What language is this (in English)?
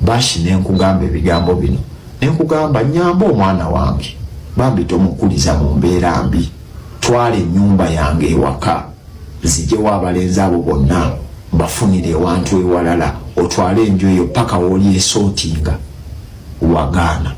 Ganda